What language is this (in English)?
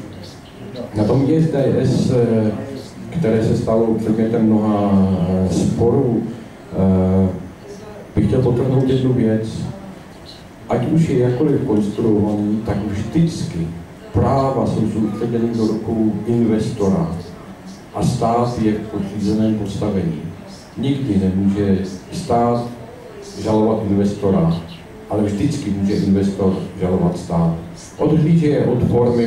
Czech